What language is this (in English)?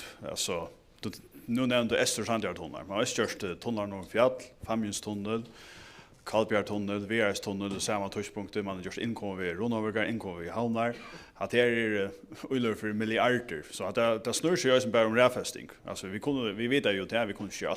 Faroese